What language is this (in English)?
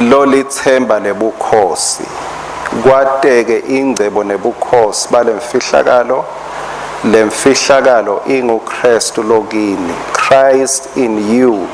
Swati